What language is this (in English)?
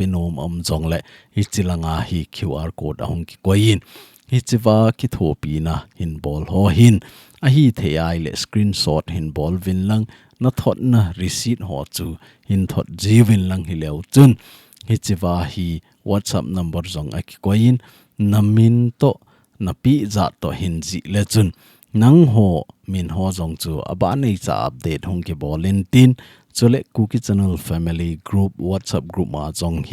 Thado Chin